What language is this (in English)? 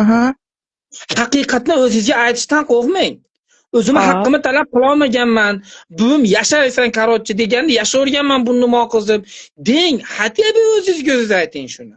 Uzbek